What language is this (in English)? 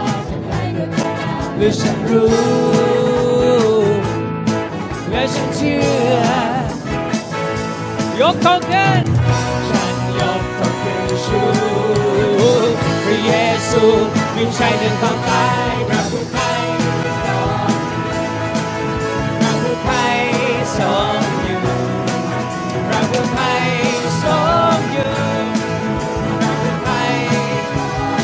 Thai